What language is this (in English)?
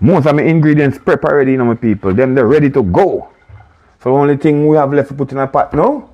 Jamaican Creole English